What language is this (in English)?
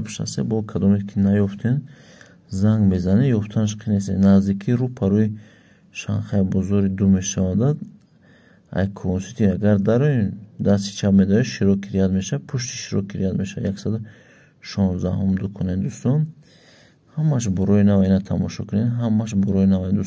Tajik